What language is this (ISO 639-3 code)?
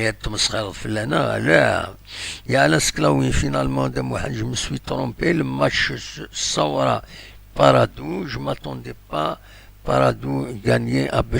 kab